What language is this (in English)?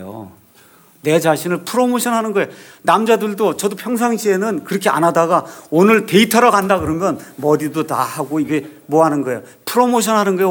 Korean